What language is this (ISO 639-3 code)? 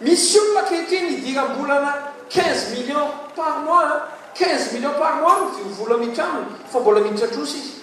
mlg